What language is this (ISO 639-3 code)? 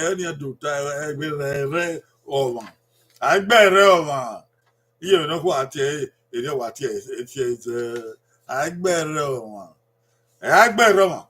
bin